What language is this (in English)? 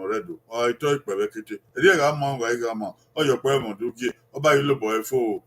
Bini